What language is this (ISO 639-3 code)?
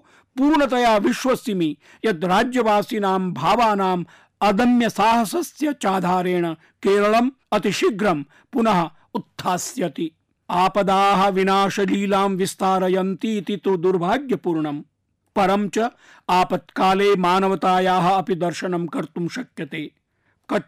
san